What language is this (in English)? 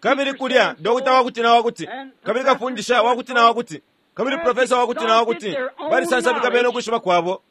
Bemba